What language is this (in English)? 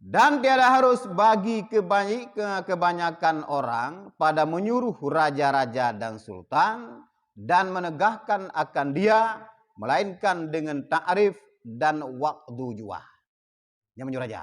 Achinese